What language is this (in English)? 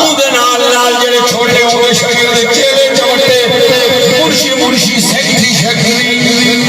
Saraiki